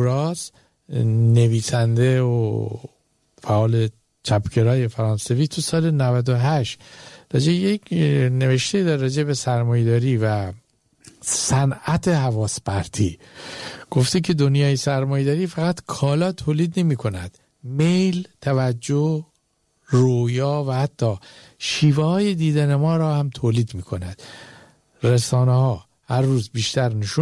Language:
Persian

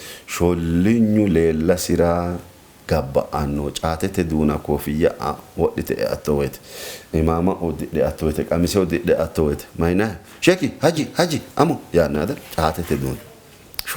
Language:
Sidamo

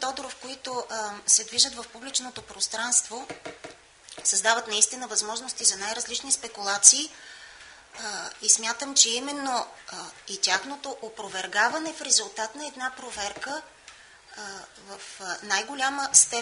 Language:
Bulgarian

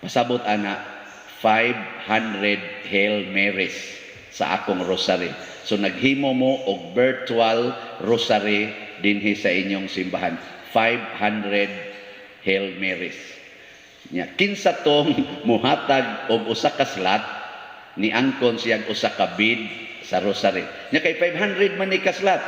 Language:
Cebuano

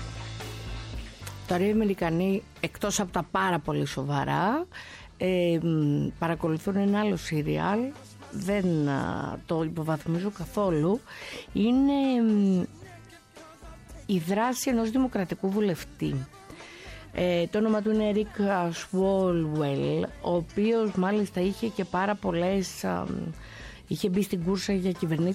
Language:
Greek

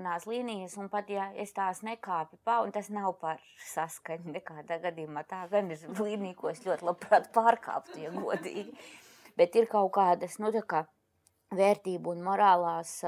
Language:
Latvian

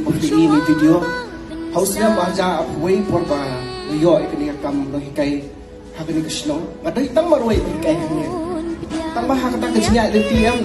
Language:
Khasi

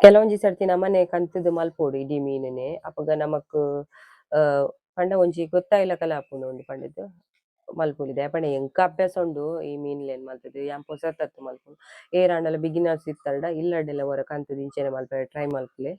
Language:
Tulu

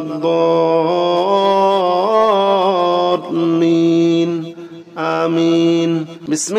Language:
Arabic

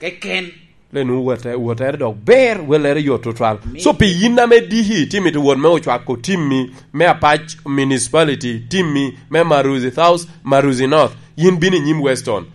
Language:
Lango (Uganda)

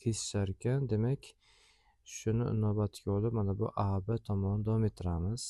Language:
Uzbek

